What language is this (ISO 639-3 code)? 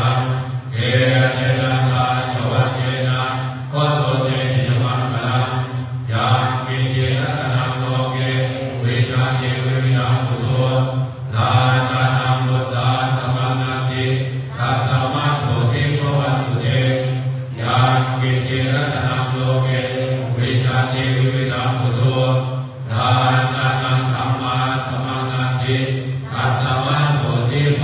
pli